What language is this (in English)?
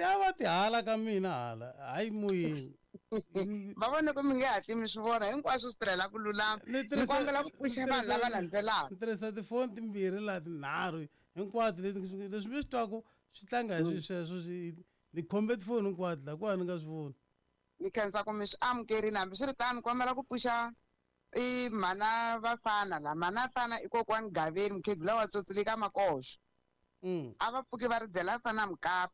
Tsonga